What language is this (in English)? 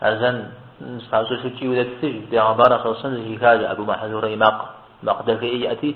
Kabardian